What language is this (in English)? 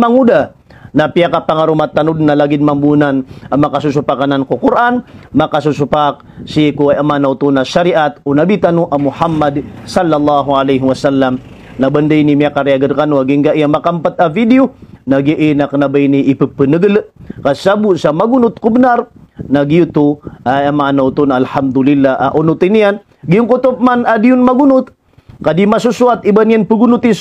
Maranao